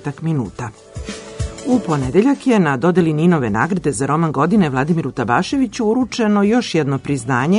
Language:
Serbian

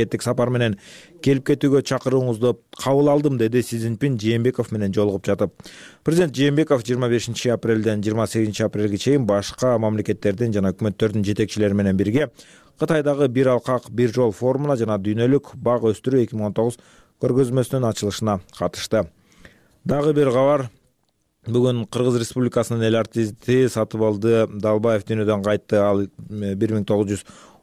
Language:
Kyrgyz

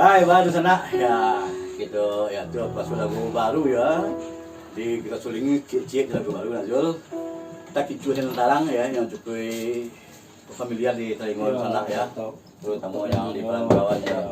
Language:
Minangkabau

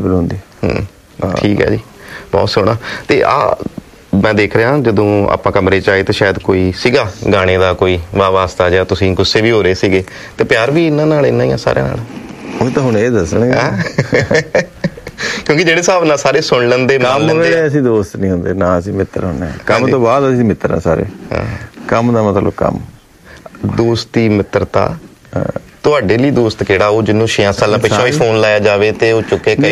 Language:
Punjabi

